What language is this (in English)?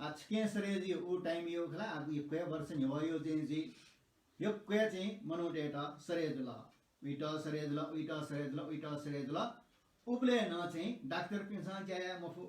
Newari